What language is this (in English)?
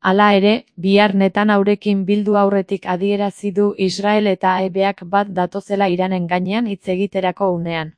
Basque